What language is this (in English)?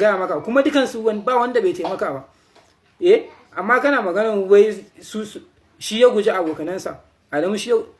Hausa